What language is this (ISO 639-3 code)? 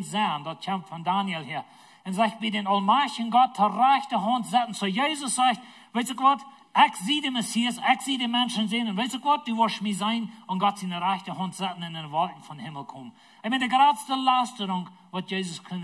pdt